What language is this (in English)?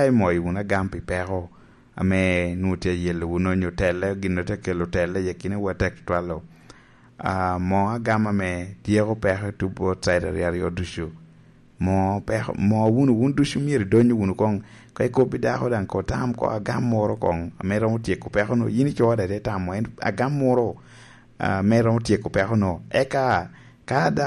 Lango (Uganda)